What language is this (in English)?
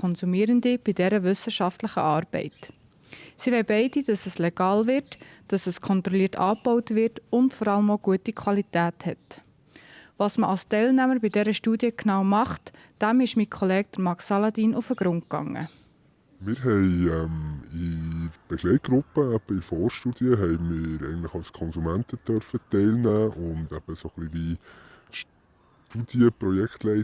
Swiss German